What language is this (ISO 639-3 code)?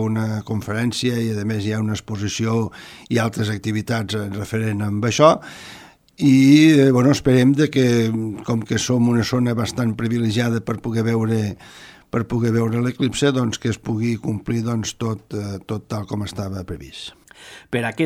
cat